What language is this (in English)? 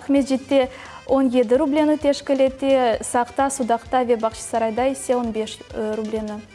Crimean Tatar